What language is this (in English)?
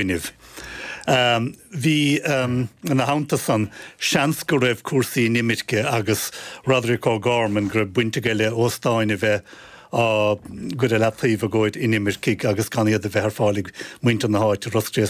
Irish